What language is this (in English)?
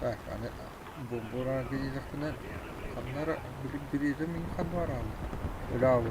Yakut